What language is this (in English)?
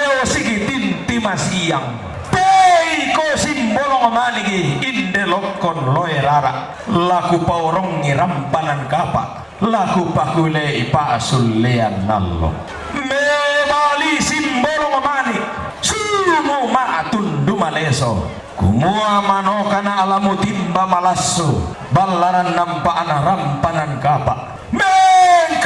Toraja-Sa'dan